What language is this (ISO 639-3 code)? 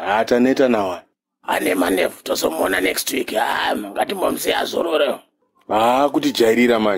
sna